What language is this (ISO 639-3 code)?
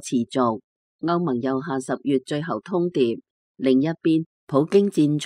yue